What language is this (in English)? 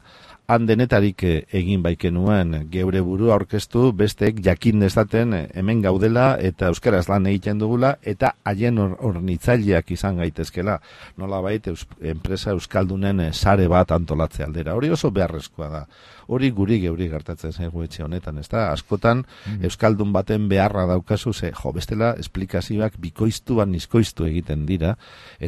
Basque